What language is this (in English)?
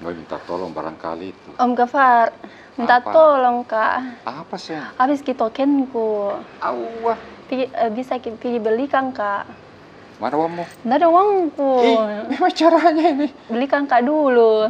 Makassar Malay